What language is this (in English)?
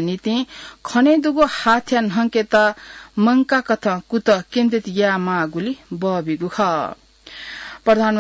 Newari